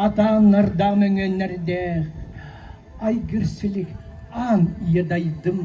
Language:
Yakut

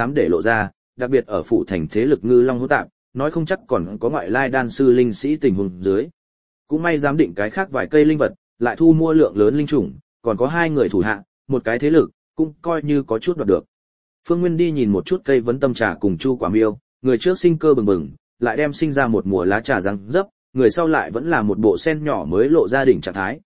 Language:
Vietnamese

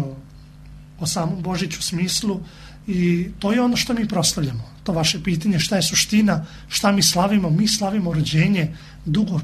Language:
Serbian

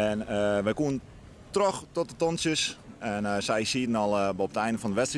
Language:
Western Frisian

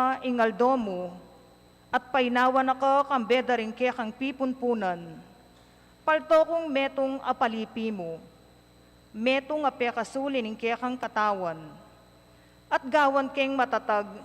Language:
Pampanga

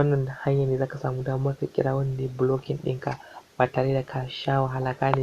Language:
Hausa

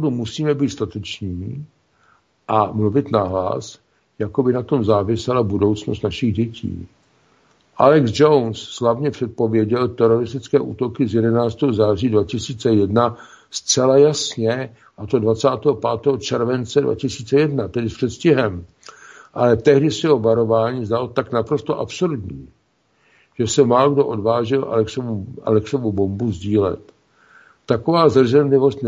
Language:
Czech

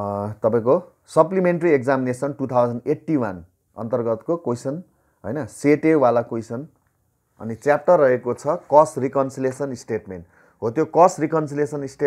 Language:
Nepali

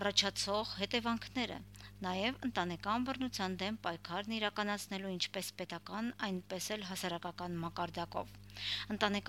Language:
Armenian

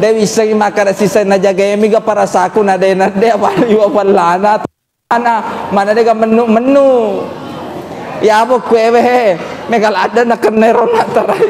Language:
Buginese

